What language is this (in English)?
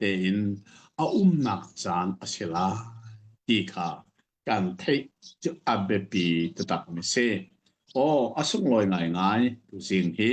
Hakha Chin